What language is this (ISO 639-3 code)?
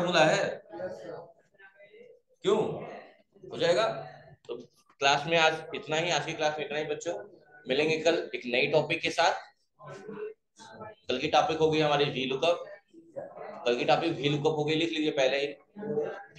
hin